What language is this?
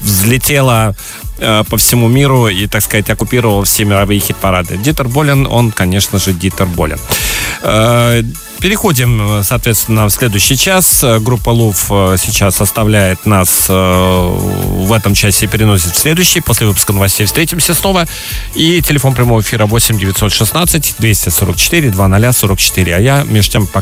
Russian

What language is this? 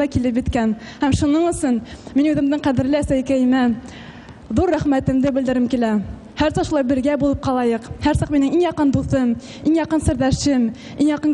Bashkir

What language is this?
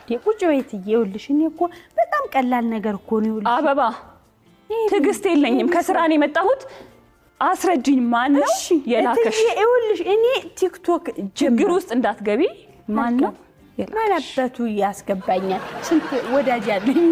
Amharic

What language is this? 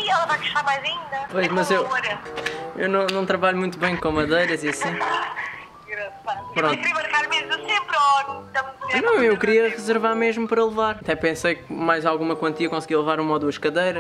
Portuguese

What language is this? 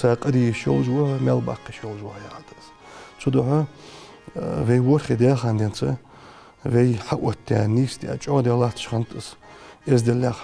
Ingush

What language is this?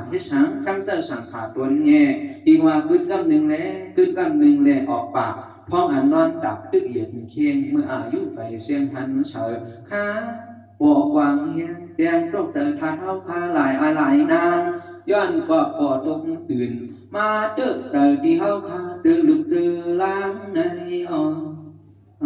Shan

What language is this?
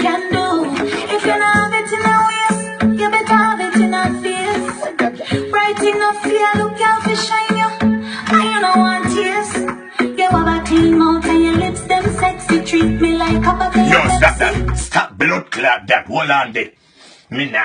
Jamaican Creole English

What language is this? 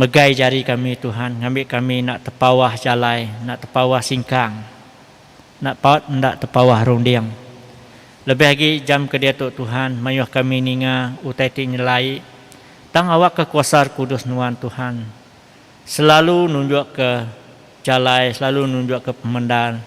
Iban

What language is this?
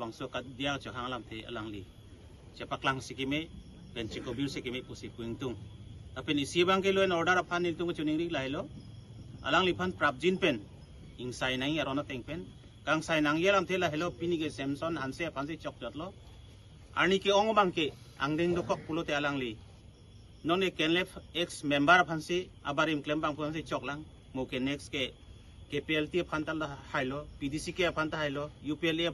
Karbi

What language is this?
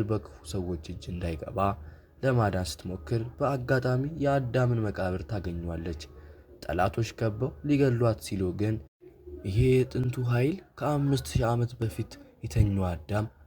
Amharic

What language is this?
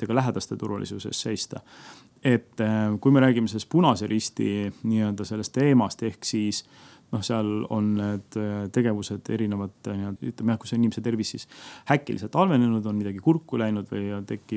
Estonian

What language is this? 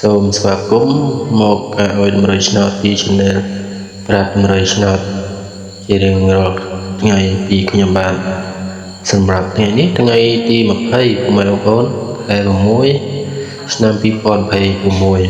Khmer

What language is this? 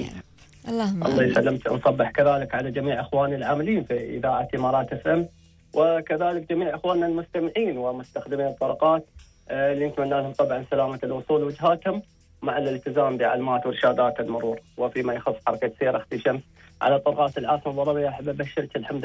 Gulf Arabic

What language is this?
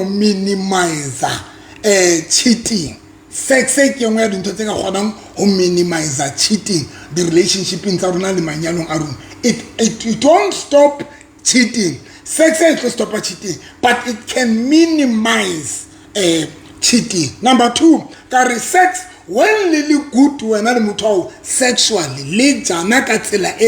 Southern Sotho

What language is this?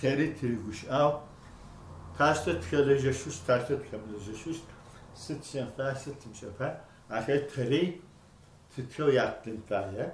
Adyghe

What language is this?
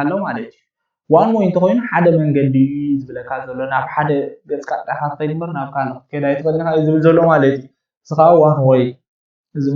Tigrinya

